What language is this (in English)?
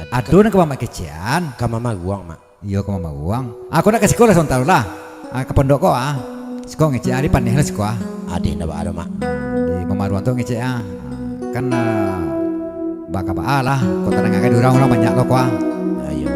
Minangkabau